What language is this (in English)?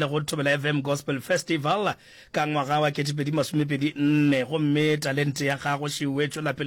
Northern Sotho